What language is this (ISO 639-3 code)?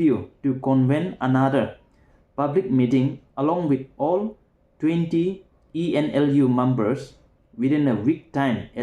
nbe